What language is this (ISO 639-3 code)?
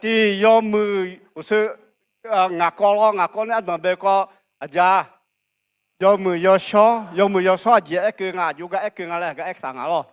ahk